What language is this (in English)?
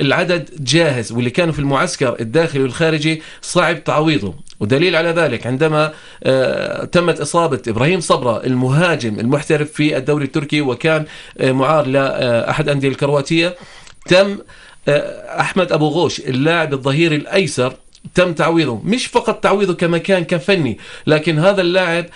North Levantine Arabic